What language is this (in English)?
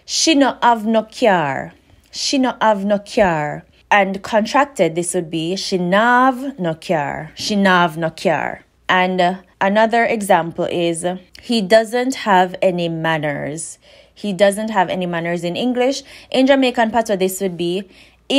Jamaican Creole English